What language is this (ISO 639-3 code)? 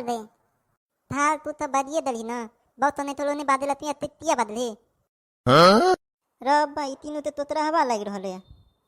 mai